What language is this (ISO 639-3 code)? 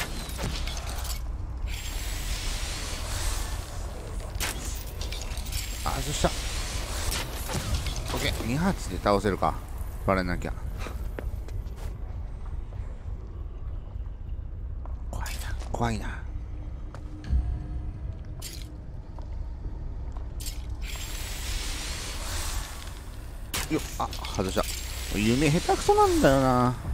jpn